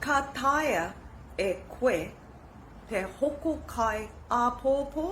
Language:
Māori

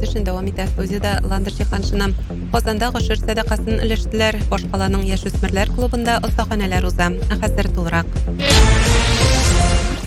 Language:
Tatar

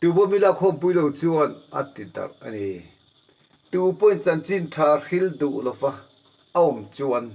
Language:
Mizo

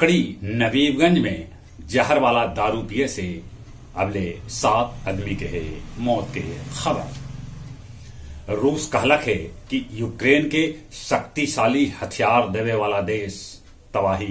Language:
Magahi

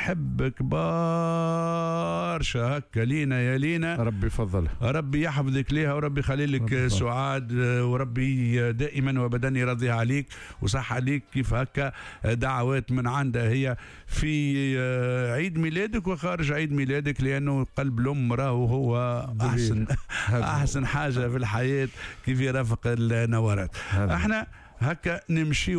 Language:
Tunisian Arabic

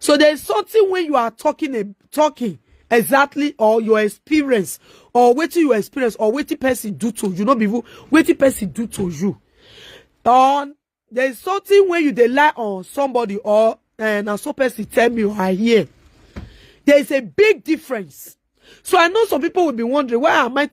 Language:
Nigerian Pidgin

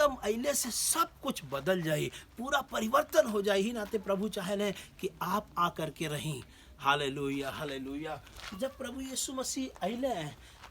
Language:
Bhojpuri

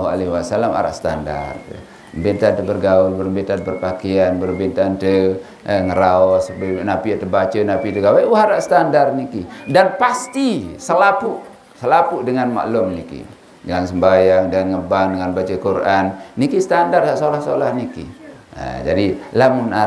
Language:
Sasak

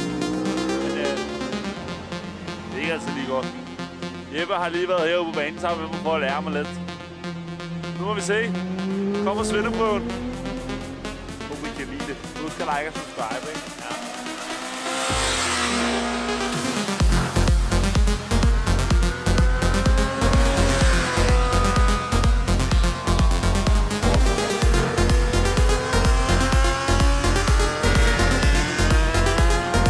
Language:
Danish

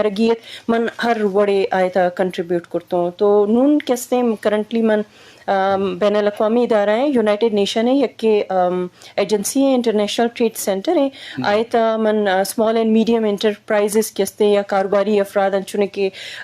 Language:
Eastern Balochi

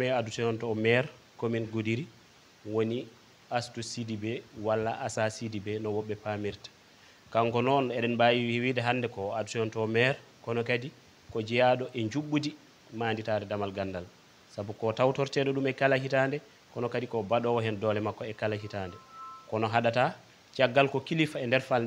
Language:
Fula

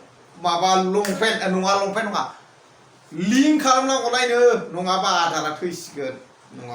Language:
Bodo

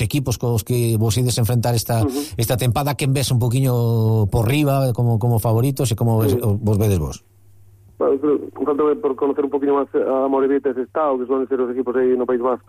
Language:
Galician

